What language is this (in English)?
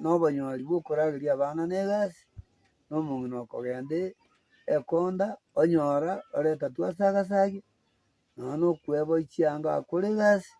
Gusii